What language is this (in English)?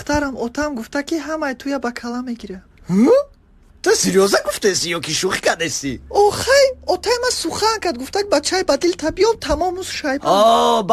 Tajik